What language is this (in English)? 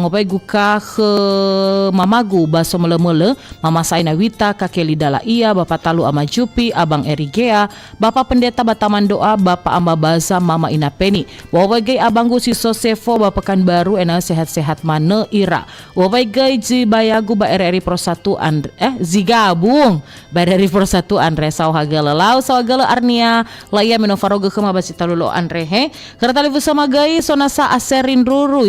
Nias